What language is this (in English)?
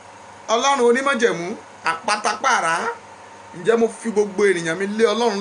Yoruba